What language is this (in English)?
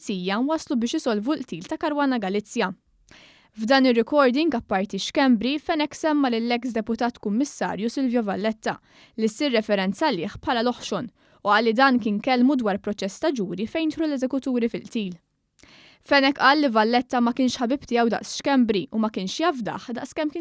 Maltese